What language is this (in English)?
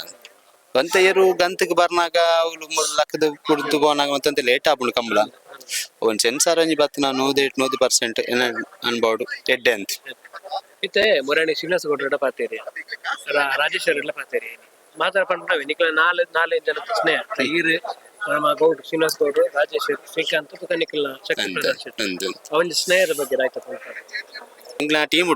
Tulu